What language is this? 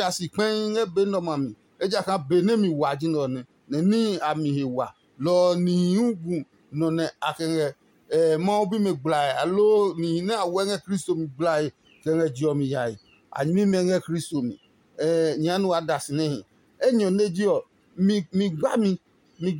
Adangme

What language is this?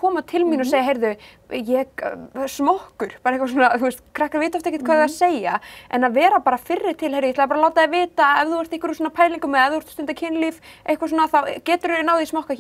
Icelandic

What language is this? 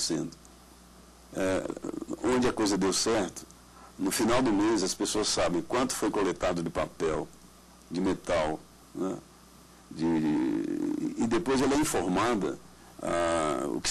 Portuguese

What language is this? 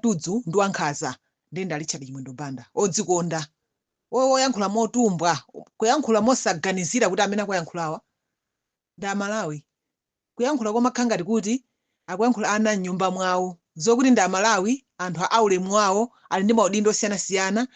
Nyanja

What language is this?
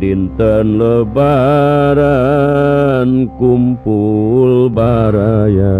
Sundanese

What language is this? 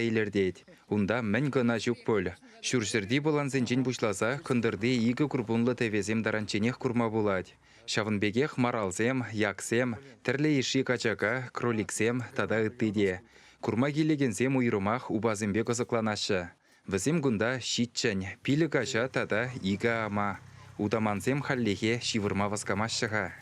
Chuvash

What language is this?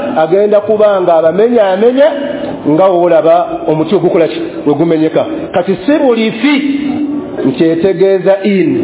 Ganda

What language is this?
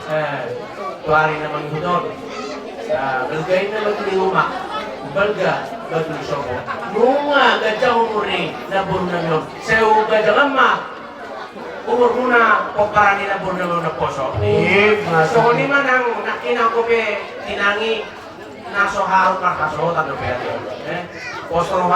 Batak Toba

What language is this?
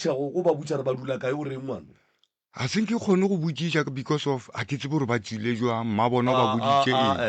Northern Sotho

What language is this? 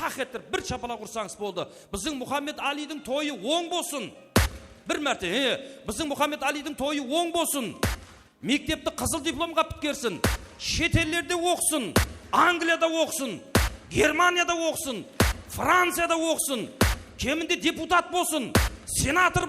Kara-Kalpak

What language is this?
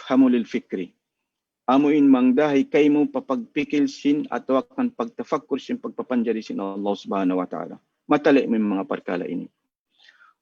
Tausug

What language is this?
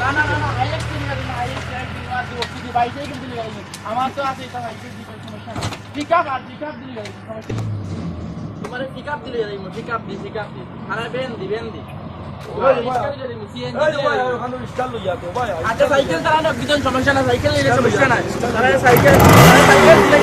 Sylheti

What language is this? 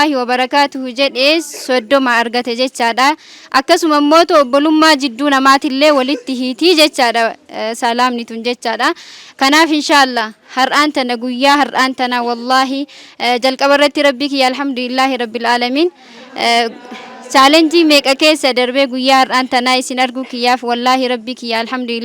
Oromo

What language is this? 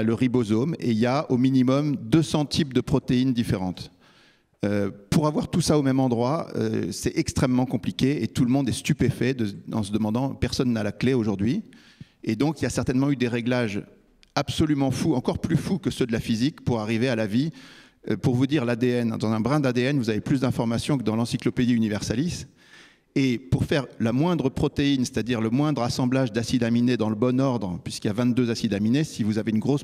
French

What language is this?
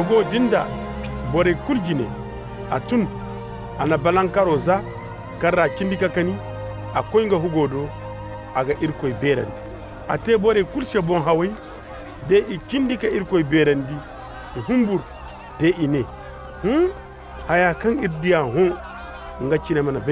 Koyraboro Senni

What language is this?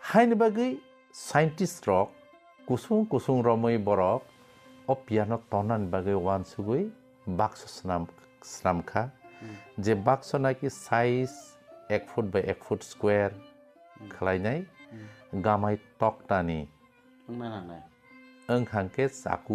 Kok Borok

